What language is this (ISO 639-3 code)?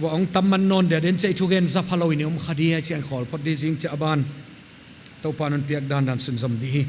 pck